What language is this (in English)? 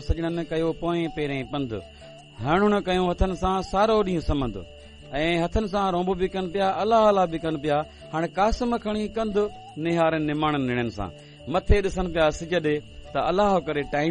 Sindhi